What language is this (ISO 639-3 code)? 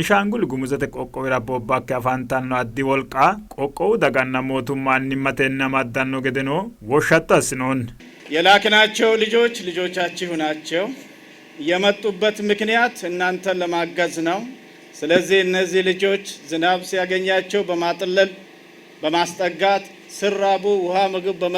sid